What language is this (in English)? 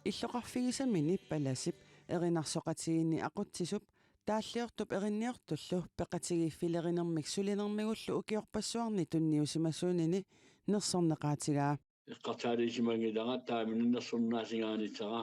Kalaallisut